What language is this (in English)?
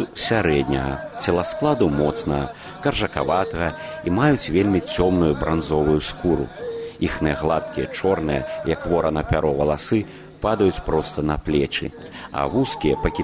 Belarusian